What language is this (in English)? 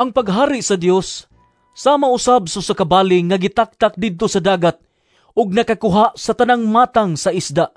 Cebuano